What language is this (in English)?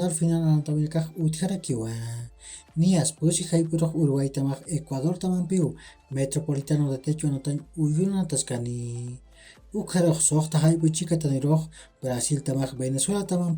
Aymara